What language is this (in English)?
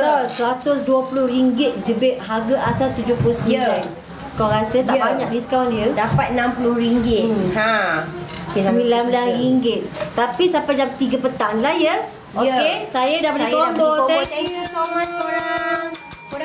Malay